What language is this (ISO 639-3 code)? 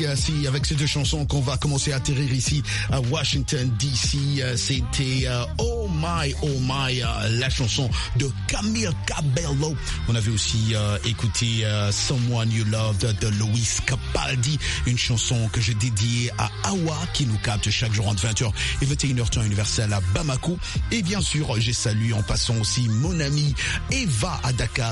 fra